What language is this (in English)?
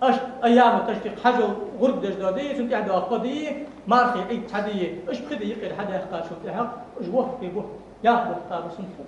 Ingush